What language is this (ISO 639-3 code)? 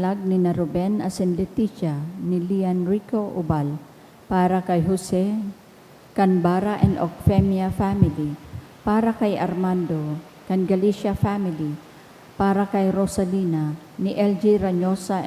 bik